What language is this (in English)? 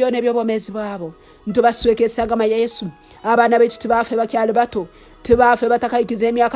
Nyoro